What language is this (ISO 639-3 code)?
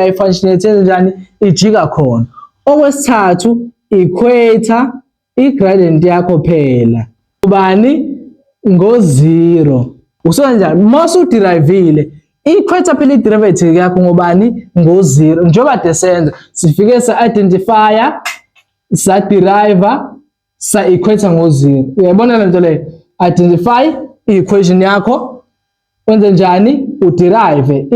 zul